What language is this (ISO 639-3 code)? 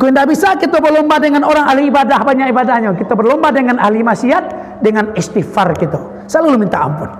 min